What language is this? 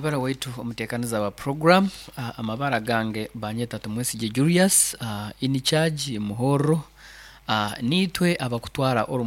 Nyoro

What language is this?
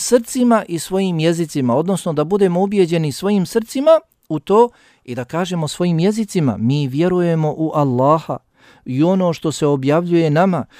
Bosnian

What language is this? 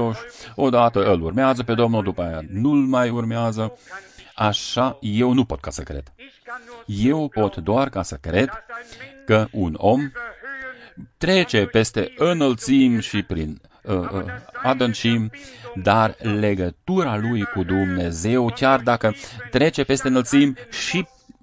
Romanian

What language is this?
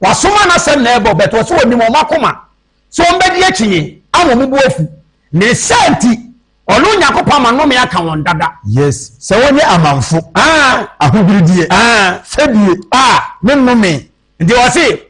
Akan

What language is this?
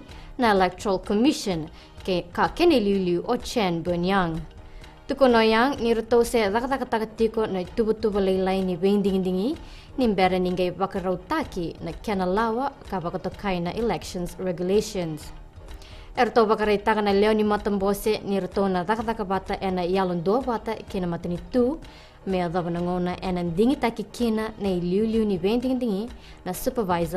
Fijian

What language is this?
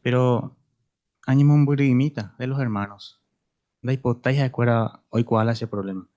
Guarani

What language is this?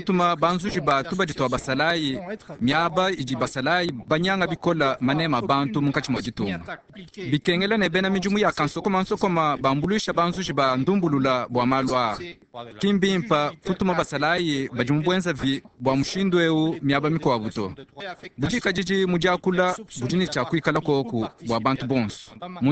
Luba-Lulua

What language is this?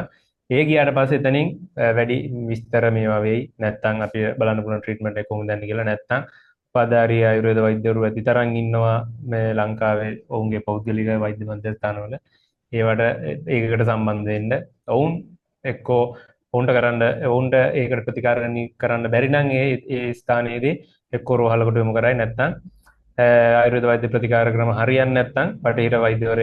Sinhala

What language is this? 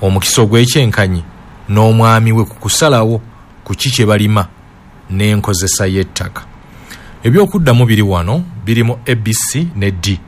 Ganda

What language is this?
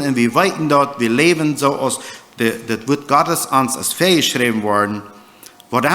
Plautdietsch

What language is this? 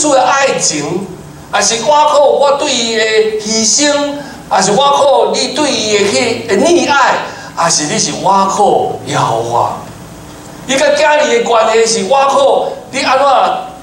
Min Nan Chinese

